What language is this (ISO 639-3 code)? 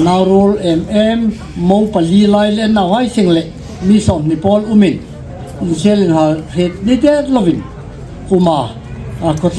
hmr